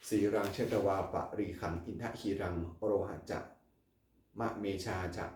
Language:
Pali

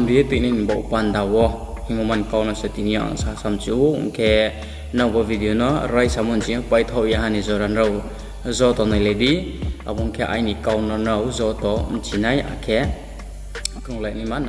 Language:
Riang (India)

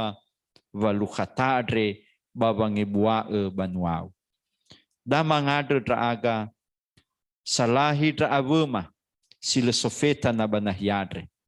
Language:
Nias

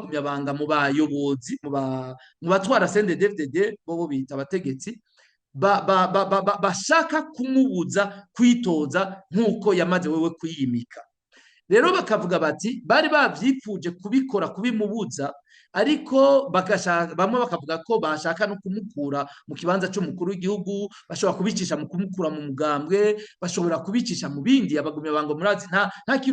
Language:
Rundi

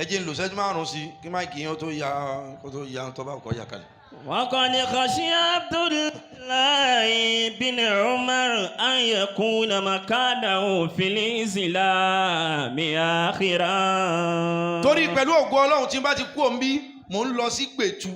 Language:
Yoruba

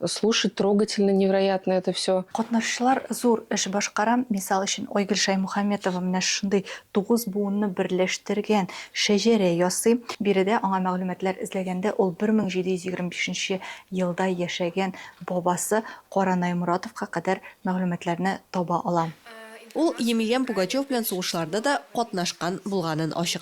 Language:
Tatar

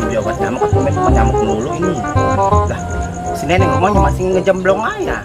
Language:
Betawi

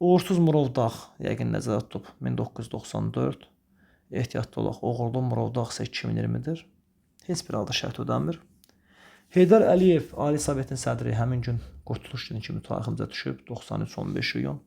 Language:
Azerbaijani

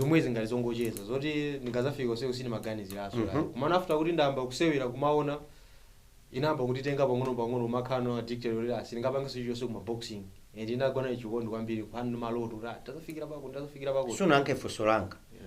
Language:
Nyanja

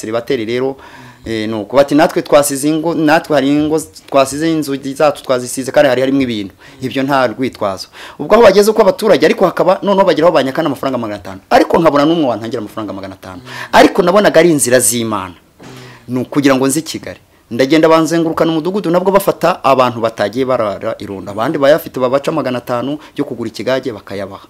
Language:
Kinyarwanda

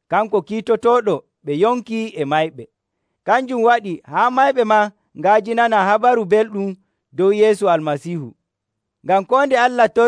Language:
Nigerian Fulfulde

